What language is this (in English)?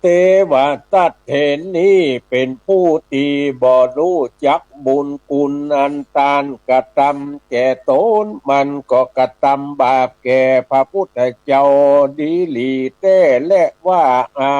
Northern Thai